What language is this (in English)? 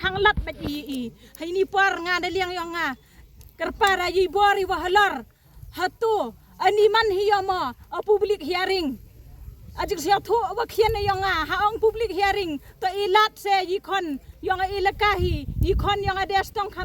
Khasi